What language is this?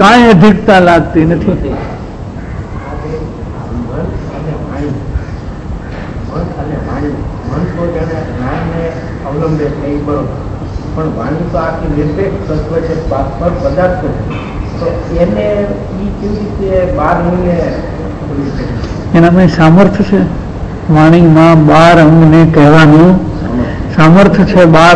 Gujarati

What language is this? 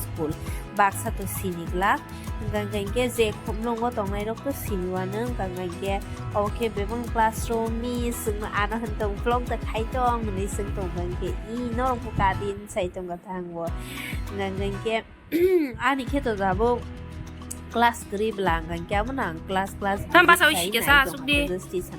Kok Borok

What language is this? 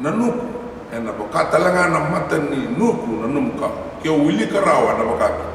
Fijian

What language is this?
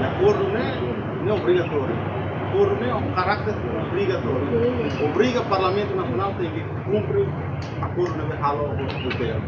Tetum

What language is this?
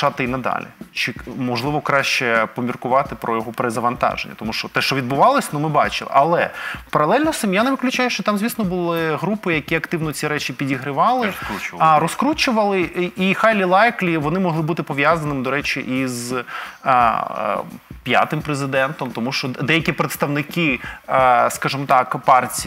Ukrainian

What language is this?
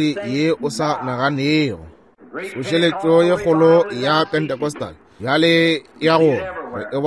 Northern Sotho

